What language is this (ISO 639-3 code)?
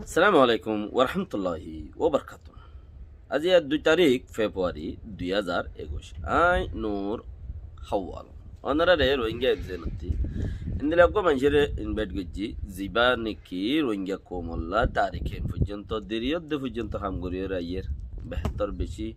rhg